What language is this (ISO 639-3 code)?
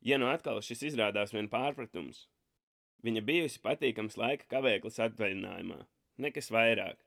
lav